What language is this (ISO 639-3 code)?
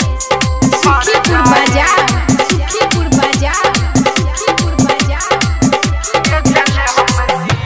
bho